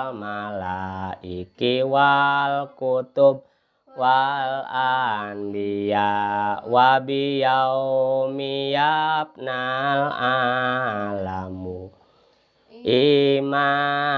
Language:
Sundanese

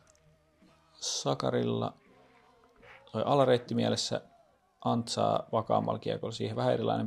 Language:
Finnish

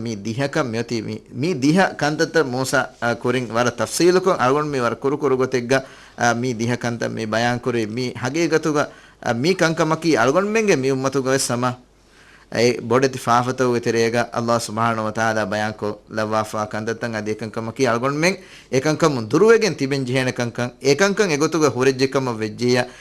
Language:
Divehi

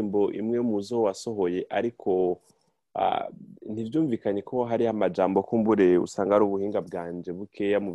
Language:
Rundi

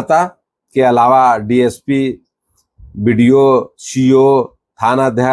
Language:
Magahi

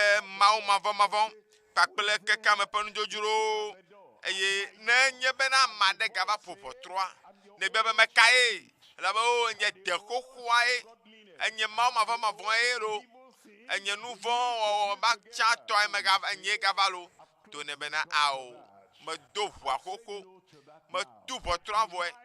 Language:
Ewe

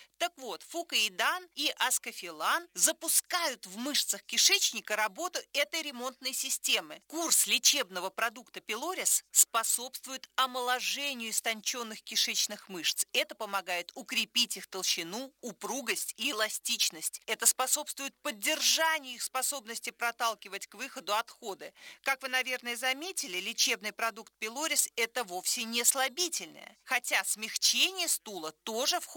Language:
Russian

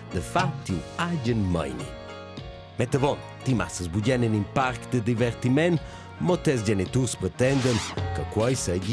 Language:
Romansh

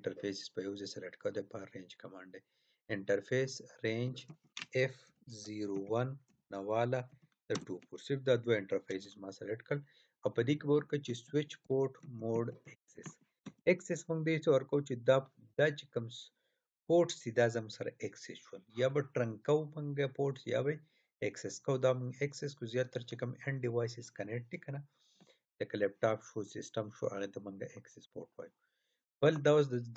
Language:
Pashto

